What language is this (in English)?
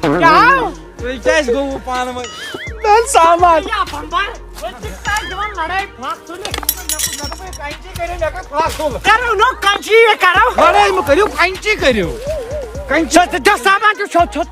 Kashmiri